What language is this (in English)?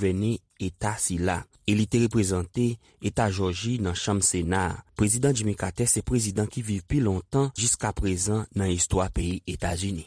Haitian Creole